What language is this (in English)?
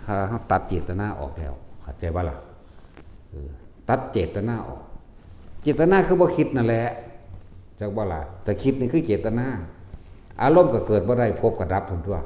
Northeastern Thai